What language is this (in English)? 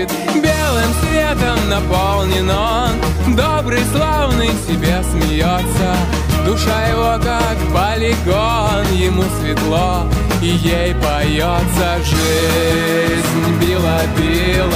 Russian